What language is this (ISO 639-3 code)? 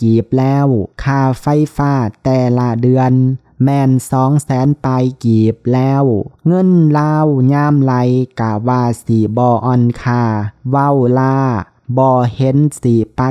lao